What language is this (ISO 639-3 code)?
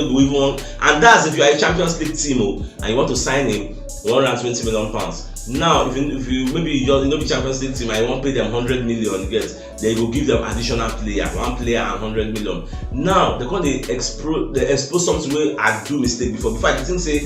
pcm